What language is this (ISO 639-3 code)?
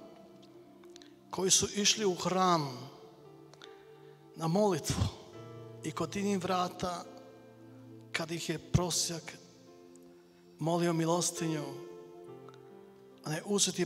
hrv